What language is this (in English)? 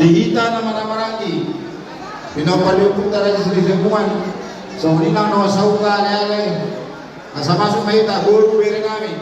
Batak Toba